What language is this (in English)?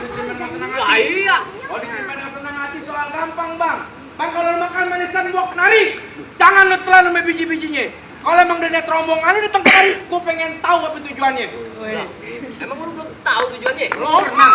Betawi